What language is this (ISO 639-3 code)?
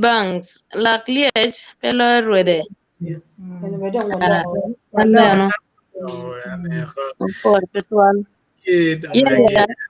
ach